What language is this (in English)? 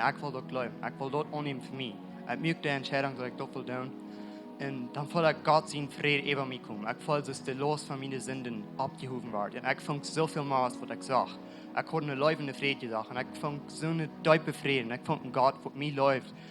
Plautdietsch